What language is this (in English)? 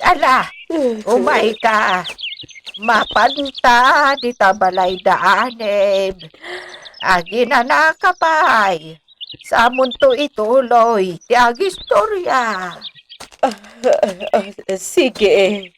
Iloko